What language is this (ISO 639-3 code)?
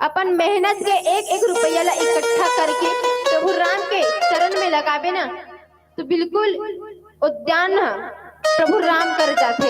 hne